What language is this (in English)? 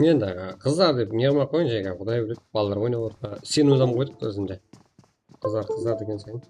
Kara-Kalpak